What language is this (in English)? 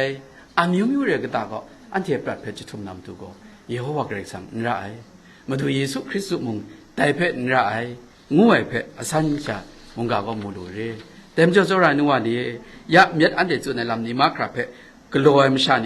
Kachin